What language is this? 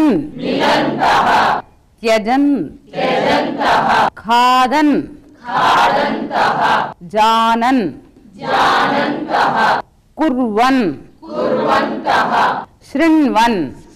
Sanskrit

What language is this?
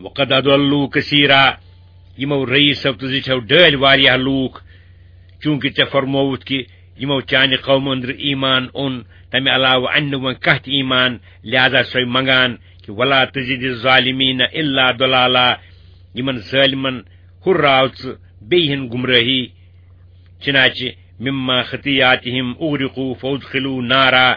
Kashmiri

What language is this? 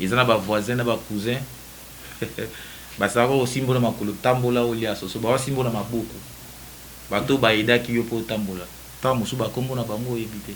Lingala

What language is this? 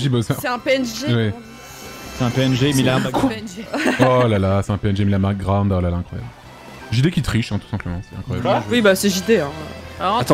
French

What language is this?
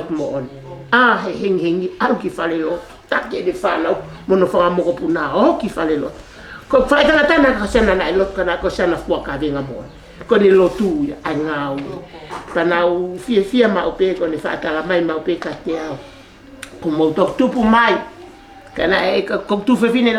Tongan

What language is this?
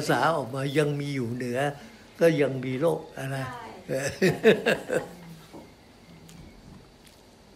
Thai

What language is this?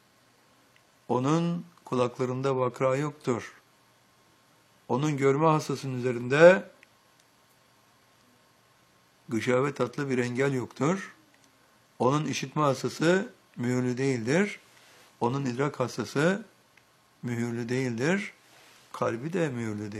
Turkish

